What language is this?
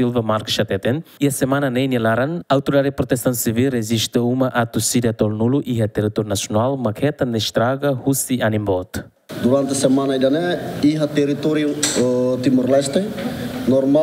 Tetum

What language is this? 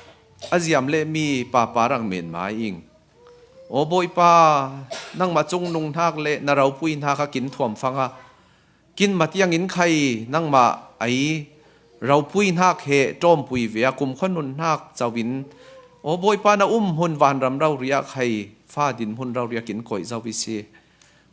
Falam Chin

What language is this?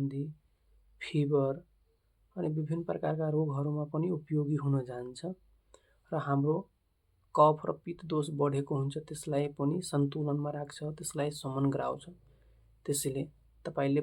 Nepali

